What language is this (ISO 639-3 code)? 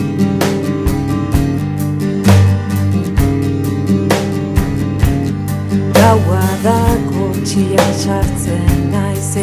eus